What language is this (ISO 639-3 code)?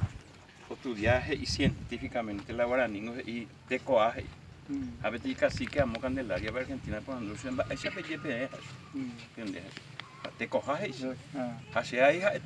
grn